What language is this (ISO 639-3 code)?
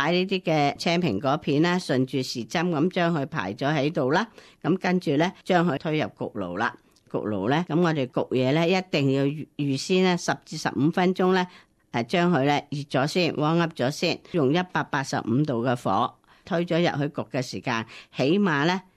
yue